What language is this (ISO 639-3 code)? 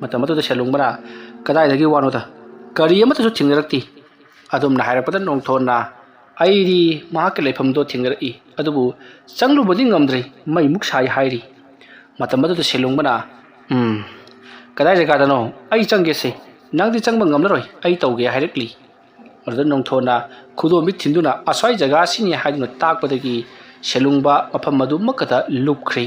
mni